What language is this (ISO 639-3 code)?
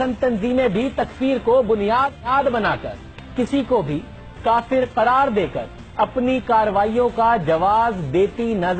urd